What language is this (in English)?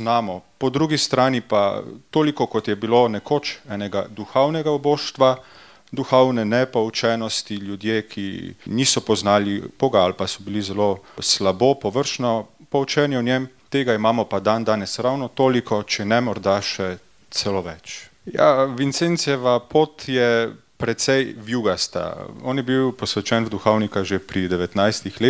Slovenian